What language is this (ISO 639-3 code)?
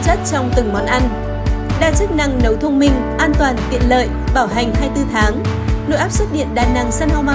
vie